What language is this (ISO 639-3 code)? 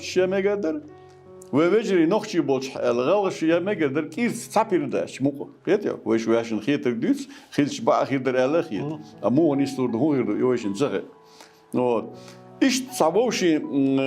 che